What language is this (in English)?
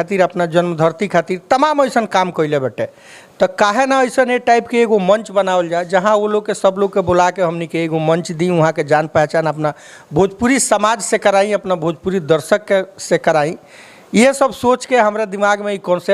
Bhojpuri